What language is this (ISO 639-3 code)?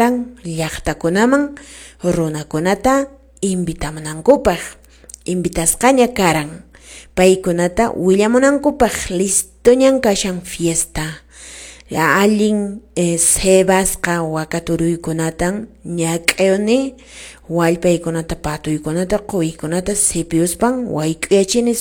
que